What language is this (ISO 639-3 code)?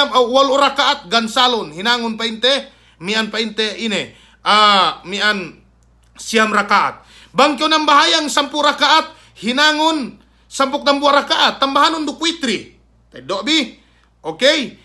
yka